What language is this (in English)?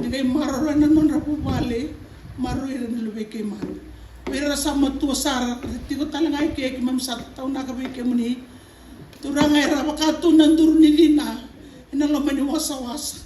Fijian